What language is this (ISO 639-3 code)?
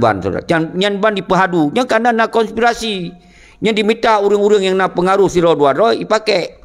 ace